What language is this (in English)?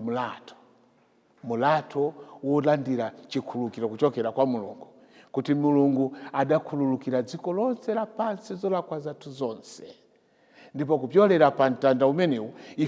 Nyanja